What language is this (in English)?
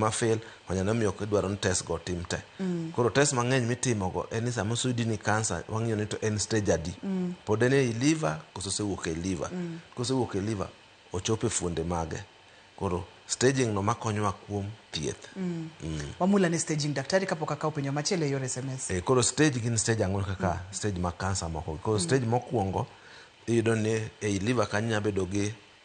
Luo (Kenya and Tanzania)